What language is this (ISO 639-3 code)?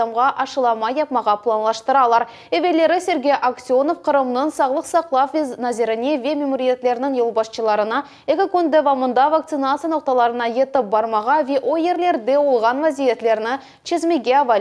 crh